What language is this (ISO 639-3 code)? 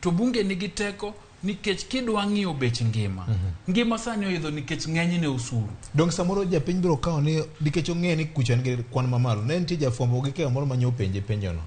luo